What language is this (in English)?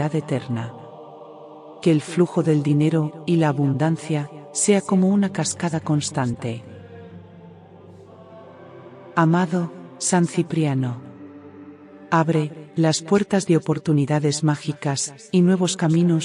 Spanish